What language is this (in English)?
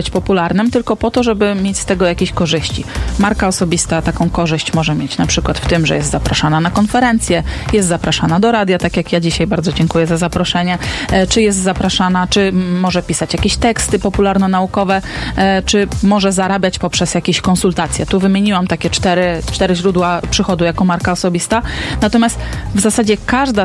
Polish